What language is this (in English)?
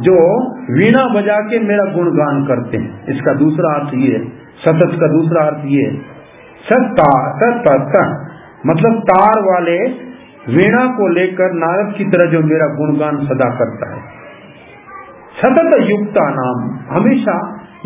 Hindi